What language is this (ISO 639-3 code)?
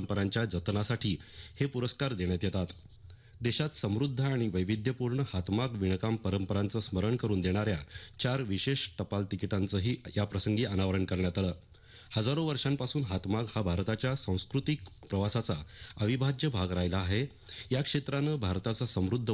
mar